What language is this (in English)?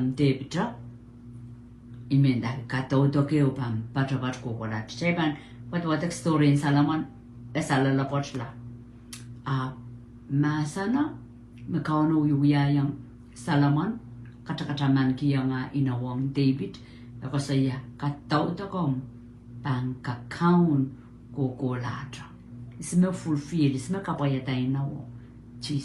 Pohnpeian